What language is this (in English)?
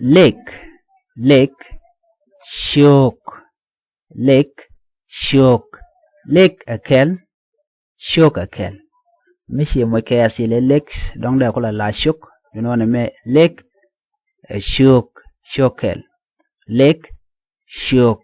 Nuer